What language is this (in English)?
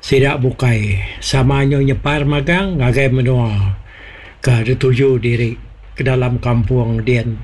Iban